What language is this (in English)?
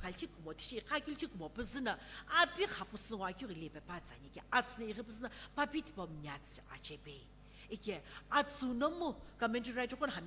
Sumi Naga